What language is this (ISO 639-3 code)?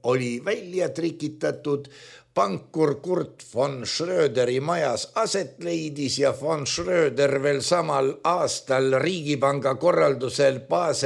est